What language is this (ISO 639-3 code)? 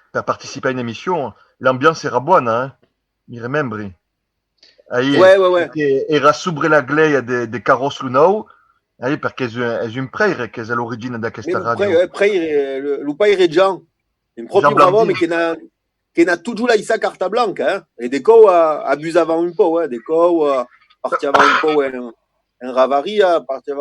oci